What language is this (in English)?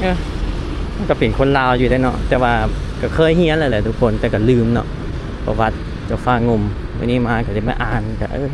Lao